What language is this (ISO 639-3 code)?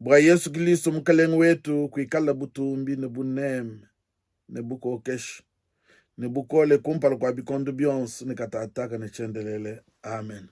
lua